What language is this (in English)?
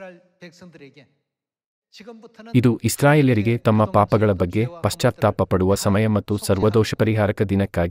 Kannada